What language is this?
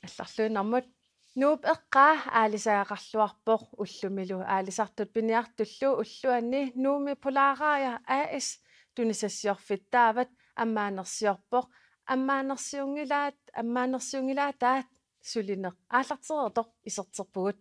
Kalaallisut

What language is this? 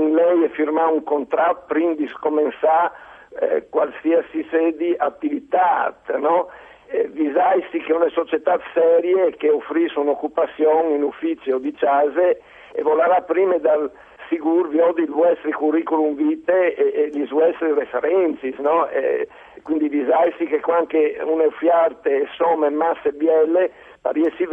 Friulian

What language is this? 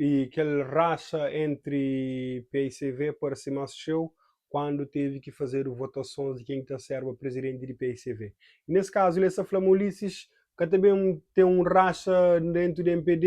Kabuverdianu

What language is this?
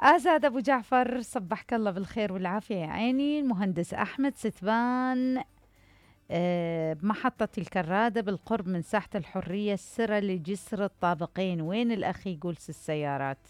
Mesopotamian Arabic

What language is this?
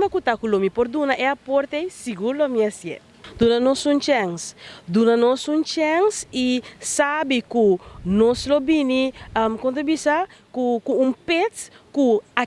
Papiamento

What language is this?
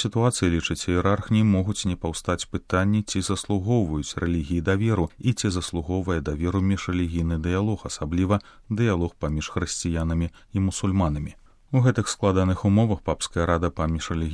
Belarusian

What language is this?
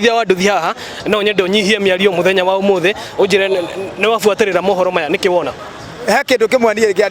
Kikuyu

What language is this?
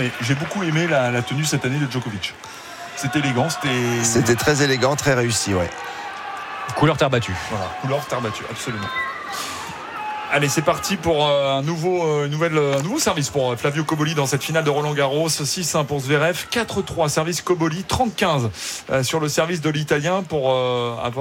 French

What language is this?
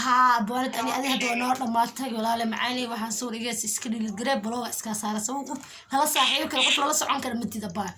Somali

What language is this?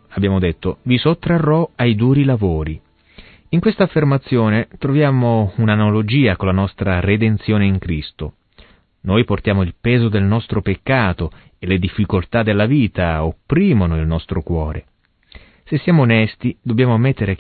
Italian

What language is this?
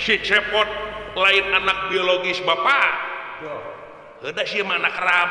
Sundanese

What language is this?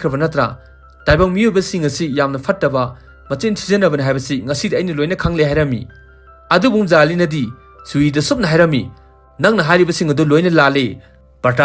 Manipuri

